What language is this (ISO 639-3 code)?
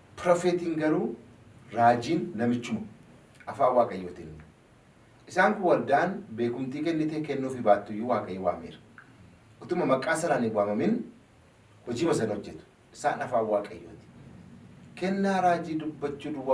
orm